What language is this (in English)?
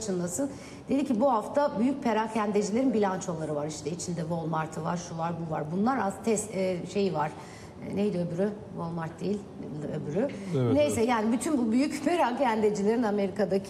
Turkish